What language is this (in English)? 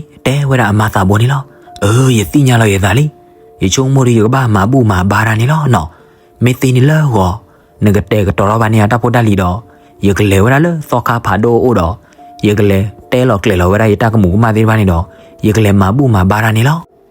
S'gaw Karen